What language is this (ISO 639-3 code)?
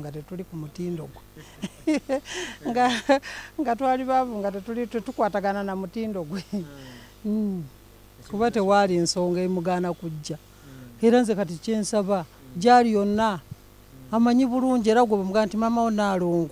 lug